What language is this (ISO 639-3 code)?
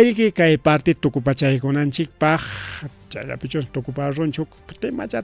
quy